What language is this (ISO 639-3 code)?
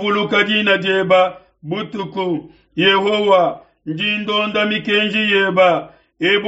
lua